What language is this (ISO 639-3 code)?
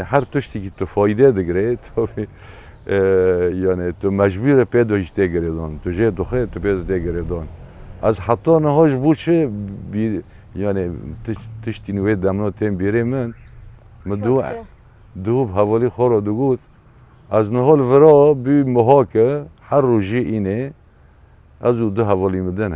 kur